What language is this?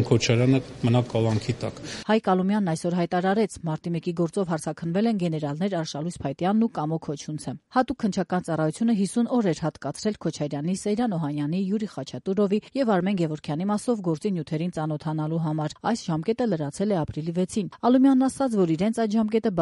Armenian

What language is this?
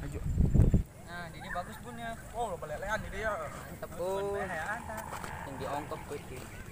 Sundanese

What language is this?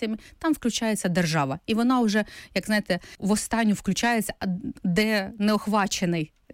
Ukrainian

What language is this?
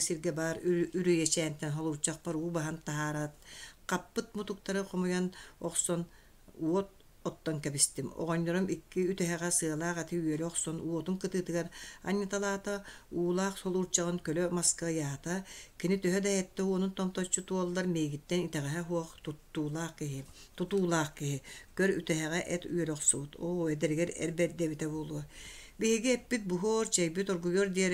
Yakut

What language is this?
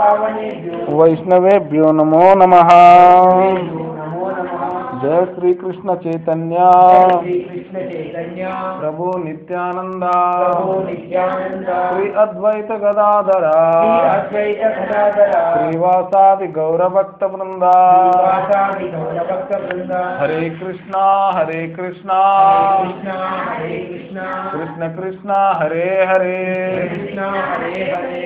Telugu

